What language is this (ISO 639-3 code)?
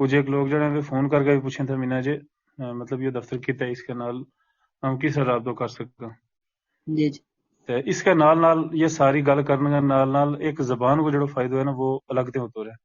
gju